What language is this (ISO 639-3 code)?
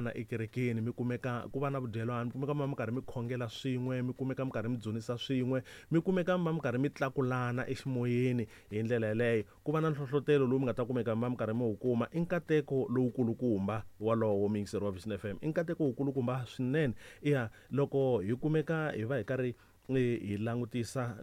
tso